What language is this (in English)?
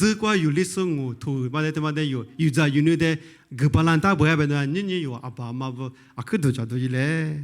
Lisu